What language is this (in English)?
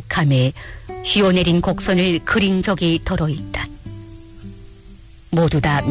Korean